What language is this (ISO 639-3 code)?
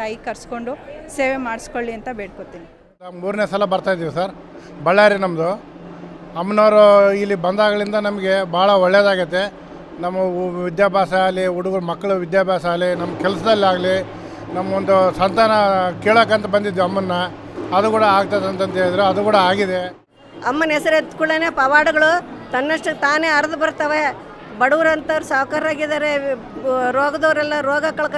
kan